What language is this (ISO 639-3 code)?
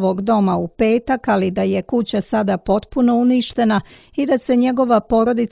bos